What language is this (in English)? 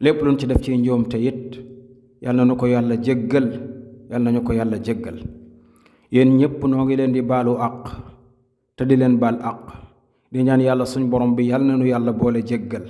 Wolof